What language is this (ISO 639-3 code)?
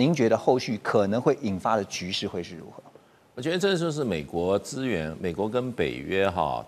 zho